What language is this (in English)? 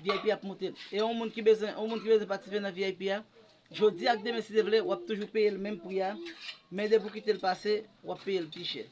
Haitian Creole